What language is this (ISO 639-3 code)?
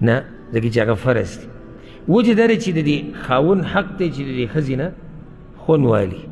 pus